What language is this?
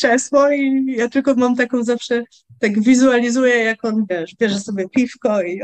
Polish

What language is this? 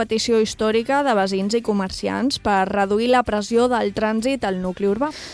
Catalan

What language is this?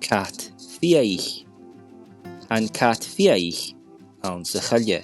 Scottish Gaelic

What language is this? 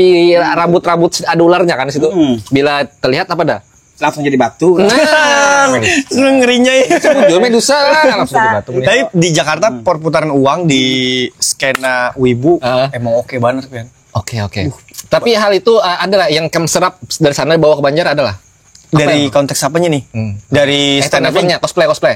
Banjar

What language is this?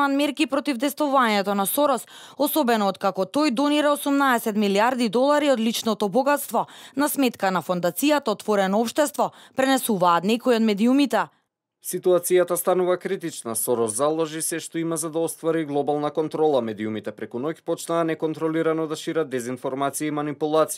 Macedonian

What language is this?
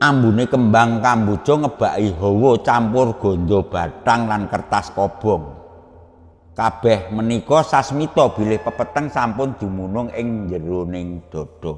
Javanese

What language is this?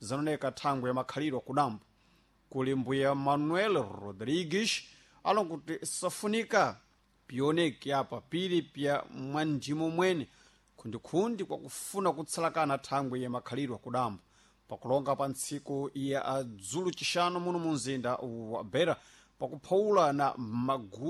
Sena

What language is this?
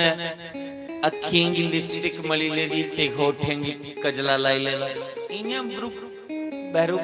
Dogri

